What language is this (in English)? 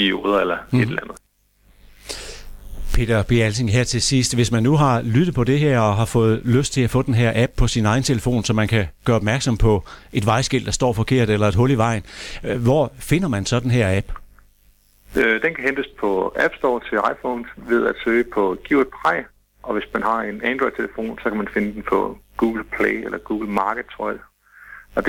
Danish